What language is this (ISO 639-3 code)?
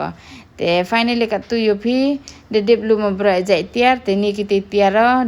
pbv